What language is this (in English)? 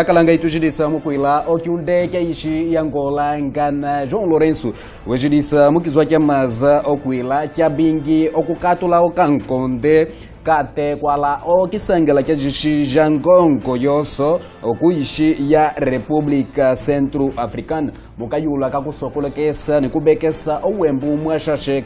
Kimbundu